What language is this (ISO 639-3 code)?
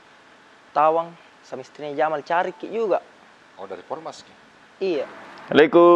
mfp